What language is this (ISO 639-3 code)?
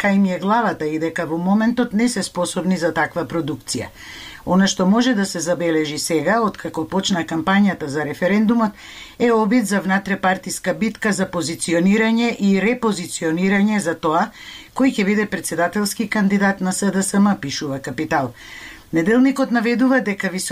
mkd